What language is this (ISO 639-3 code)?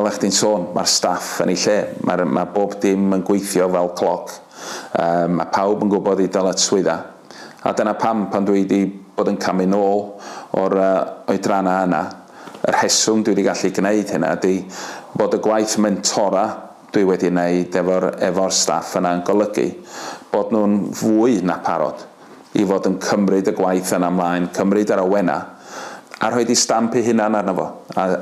cym